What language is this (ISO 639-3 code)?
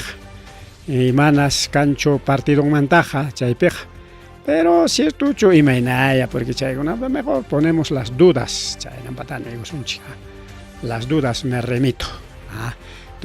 quy